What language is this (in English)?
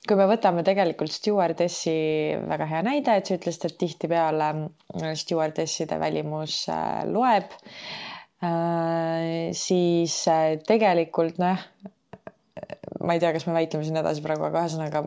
Estonian